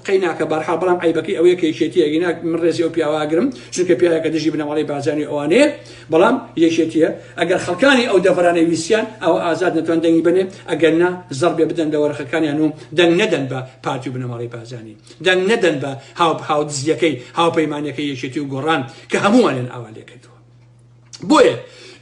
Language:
Central Kurdish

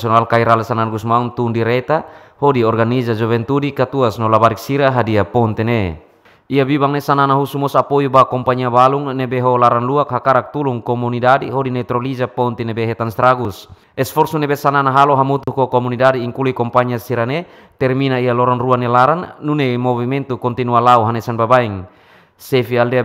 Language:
Tetum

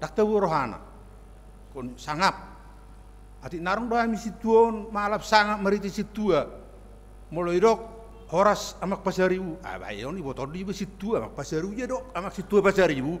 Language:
Batak Toba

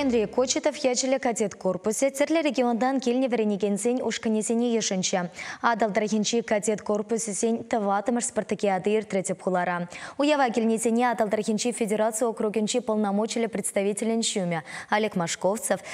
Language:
Chuvash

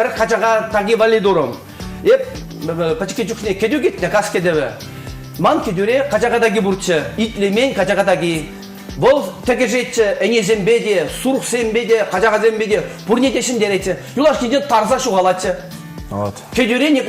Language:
Chuvash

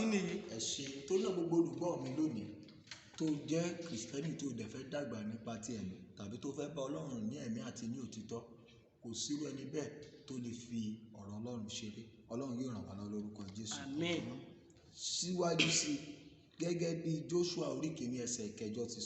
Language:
Yoruba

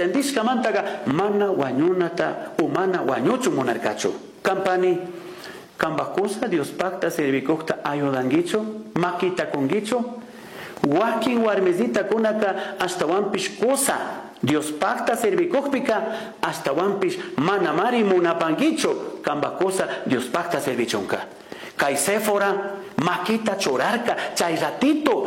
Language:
Chimborazo Highland Quichua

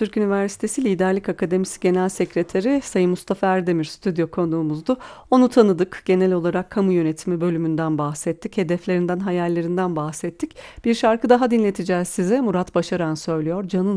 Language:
Turkish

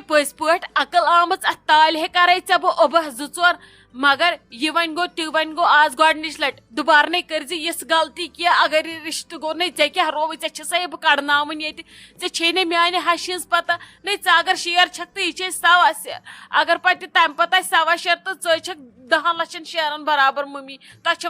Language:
Kashmiri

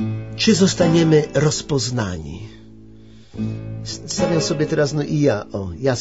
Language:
Polish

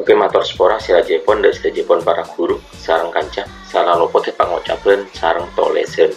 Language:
Madurese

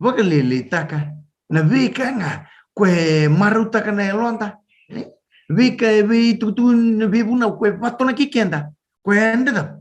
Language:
Fijian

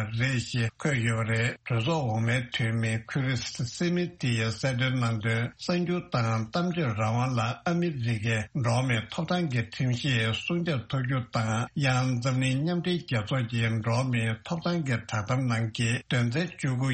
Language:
Tibetan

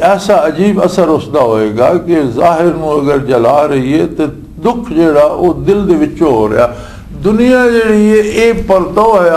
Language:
Western Panjabi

